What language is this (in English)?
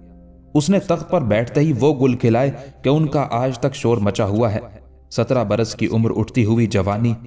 Urdu